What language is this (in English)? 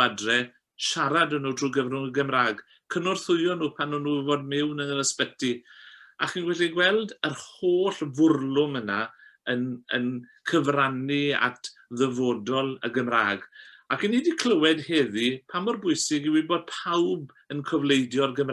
Welsh